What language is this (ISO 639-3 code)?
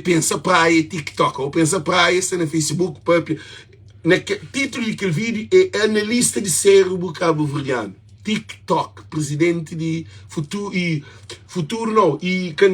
kea